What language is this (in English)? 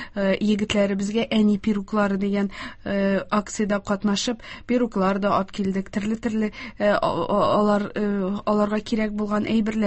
Tatar